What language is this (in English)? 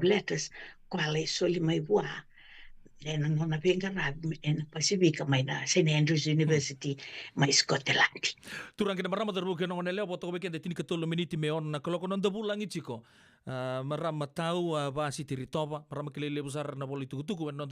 Fijian